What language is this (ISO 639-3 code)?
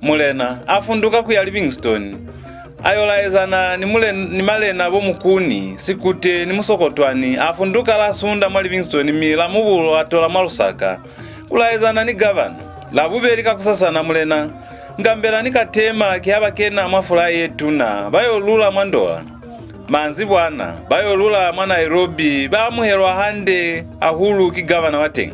loz